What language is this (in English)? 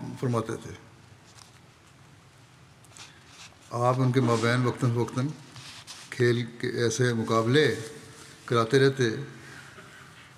Urdu